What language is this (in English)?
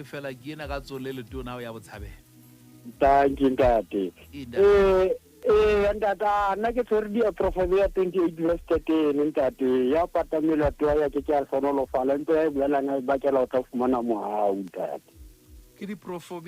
Southern Sotho